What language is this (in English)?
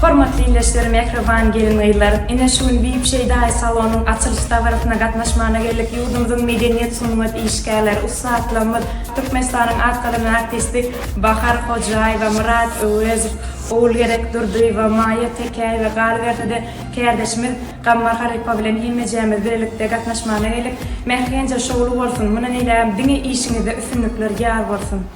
Turkmen